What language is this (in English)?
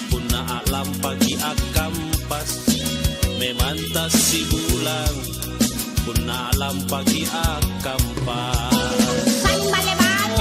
Makasar